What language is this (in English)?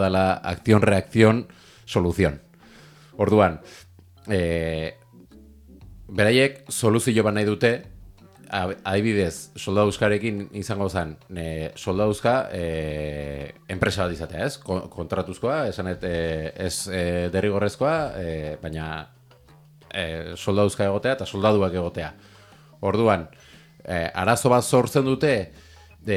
Basque